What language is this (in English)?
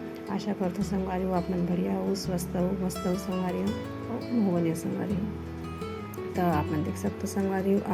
Chhattisgarhi